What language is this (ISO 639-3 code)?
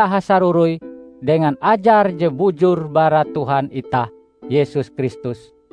nij